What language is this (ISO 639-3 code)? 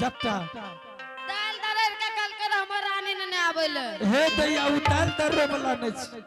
anp